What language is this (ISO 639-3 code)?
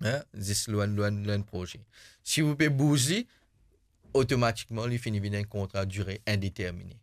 mfe